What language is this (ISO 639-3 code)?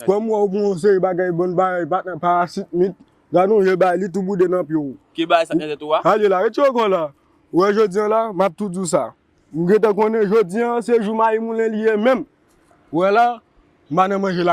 hat